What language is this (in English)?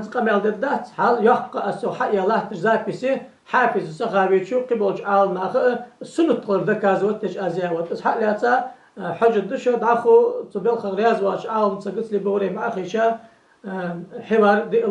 Ingush